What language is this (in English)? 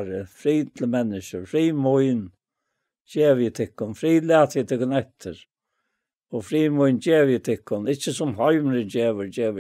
Faroese